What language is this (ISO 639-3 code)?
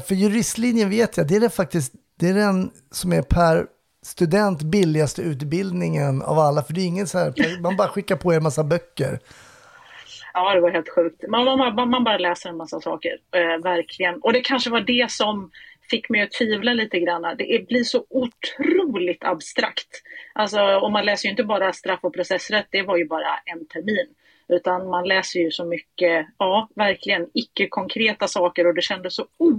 swe